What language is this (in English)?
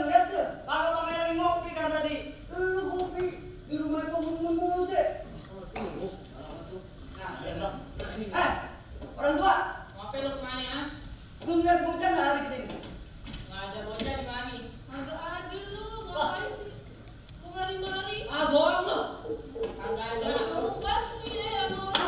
Betawi